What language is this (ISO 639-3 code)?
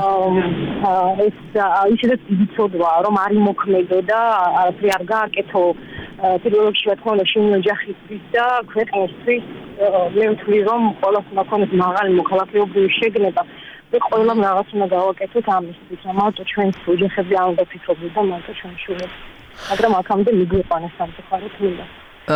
kat